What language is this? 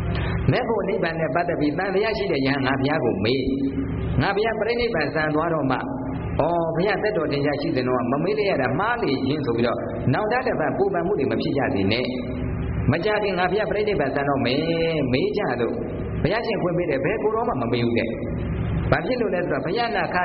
Burmese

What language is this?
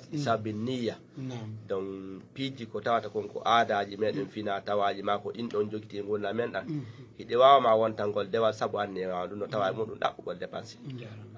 Fula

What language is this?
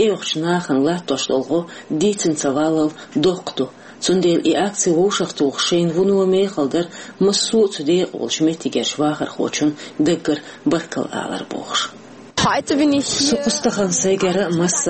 Chechen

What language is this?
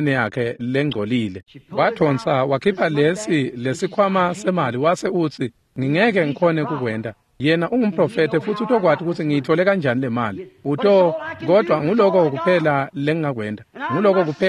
Swati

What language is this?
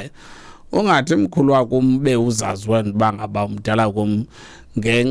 Xhosa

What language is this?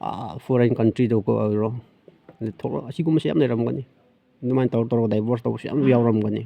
Manipuri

